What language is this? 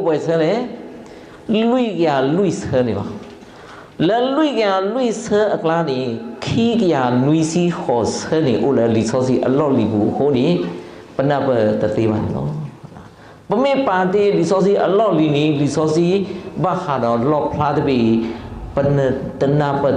S'gaw Karen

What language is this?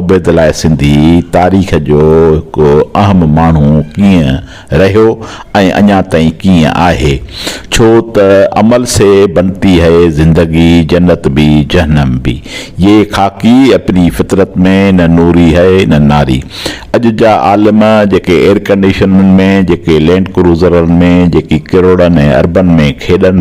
Sindhi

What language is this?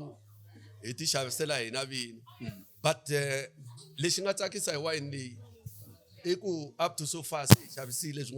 Tsonga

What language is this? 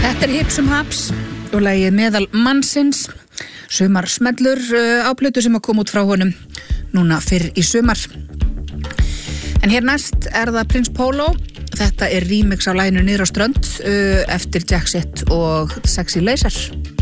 Icelandic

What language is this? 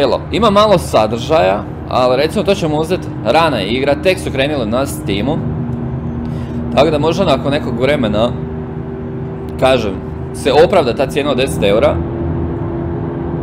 Croatian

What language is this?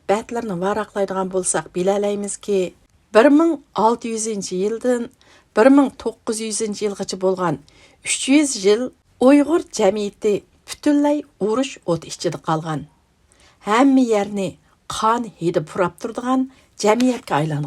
Uyghur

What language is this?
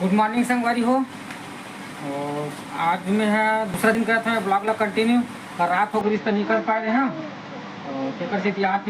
Chhattisgarhi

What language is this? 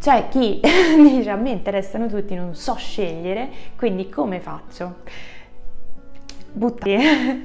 Italian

